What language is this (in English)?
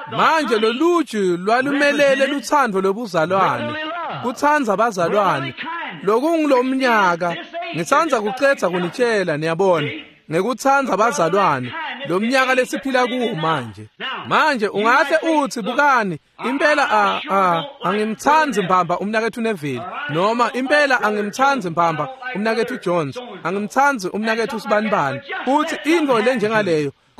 Swati